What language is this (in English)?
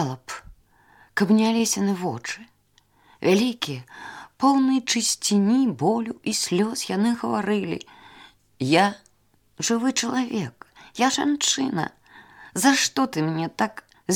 Belarusian